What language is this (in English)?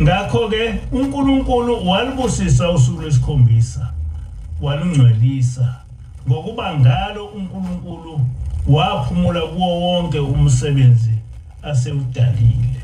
Zulu